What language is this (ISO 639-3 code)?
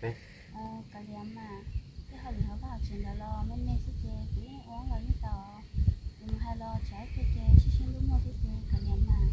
hmn